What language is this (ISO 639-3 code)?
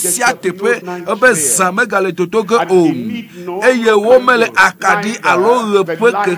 ewe